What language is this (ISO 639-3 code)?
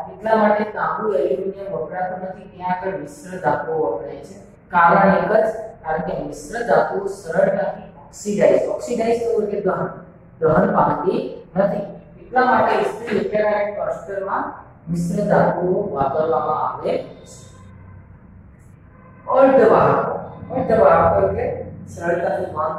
guj